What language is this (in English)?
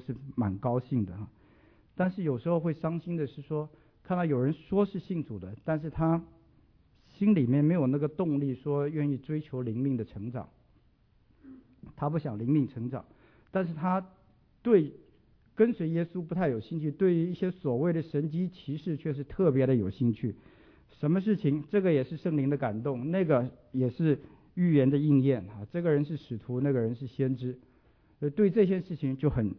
Chinese